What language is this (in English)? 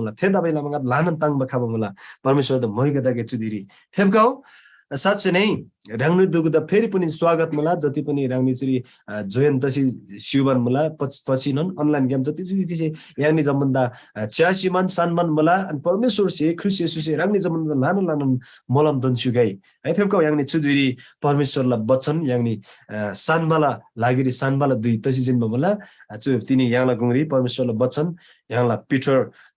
Eastern Tamang